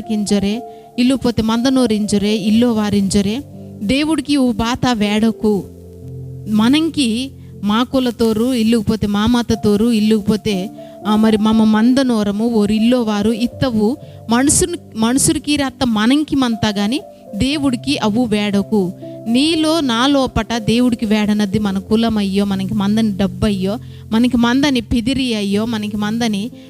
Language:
Koya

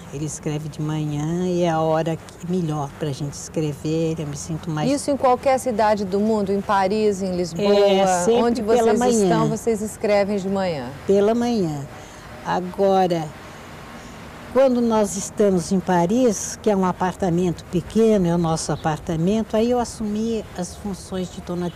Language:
Portuguese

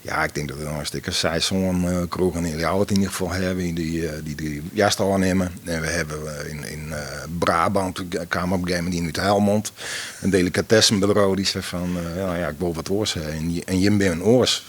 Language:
Western Frisian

